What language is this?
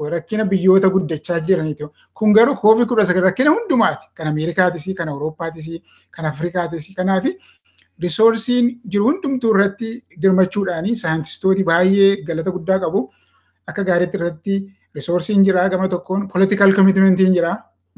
Oromo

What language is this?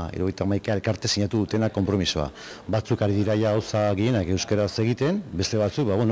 Basque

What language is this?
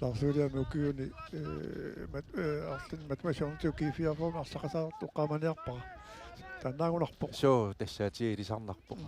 Kalaallisut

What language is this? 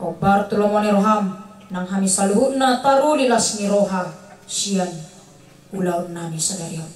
Batak Toba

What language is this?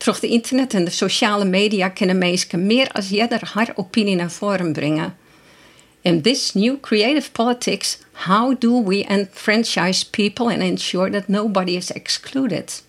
Western Frisian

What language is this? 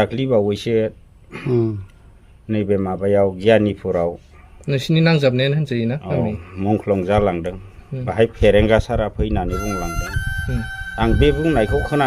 Bodo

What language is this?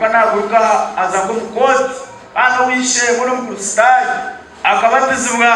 Nyankole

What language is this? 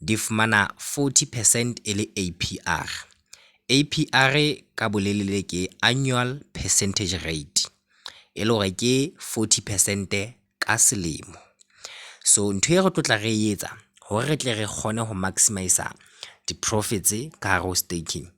Southern Sotho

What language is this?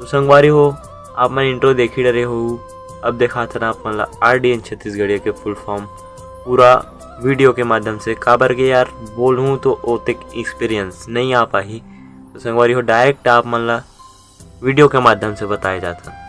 Chhattisgarhi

